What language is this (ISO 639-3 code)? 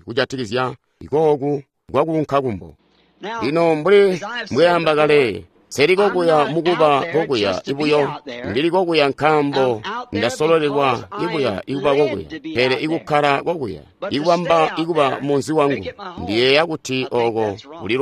toi